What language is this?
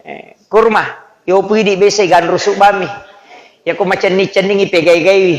Buginese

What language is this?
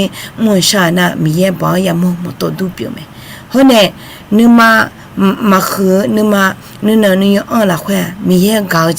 Akha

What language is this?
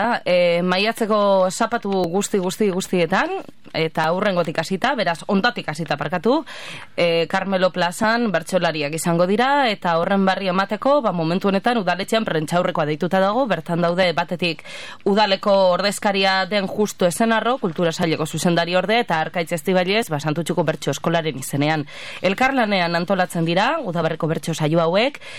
Basque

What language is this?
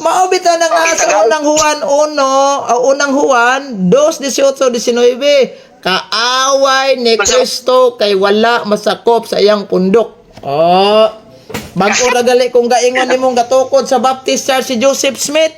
Cebuano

